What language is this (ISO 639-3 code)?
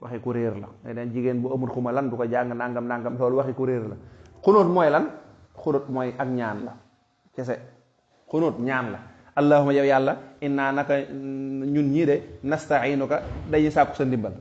wol